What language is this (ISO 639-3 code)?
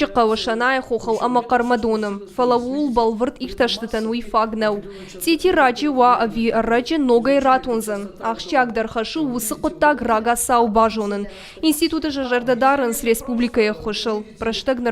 oss